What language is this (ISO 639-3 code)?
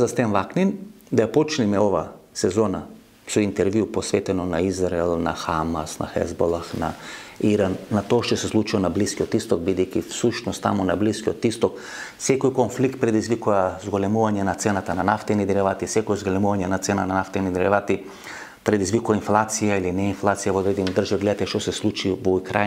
mkd